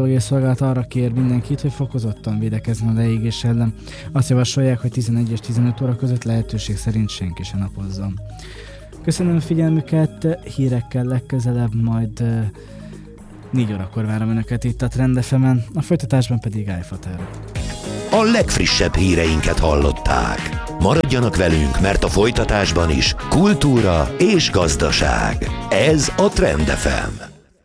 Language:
Hungarian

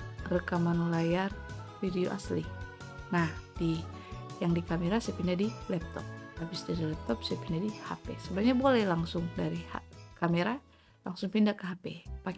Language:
Manado Malay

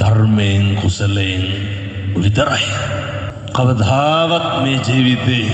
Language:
Sinhala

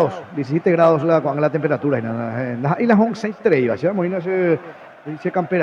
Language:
Guarani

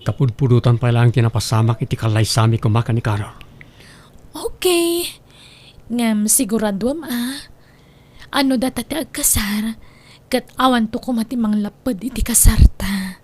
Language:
Iloko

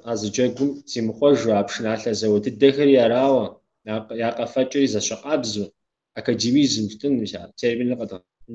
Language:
Kabardian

